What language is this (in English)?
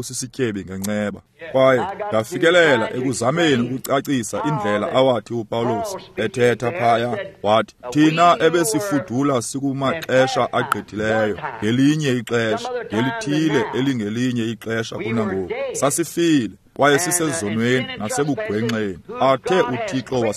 Xhosa